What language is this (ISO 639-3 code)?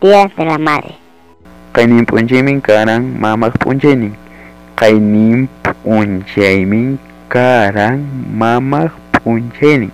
quy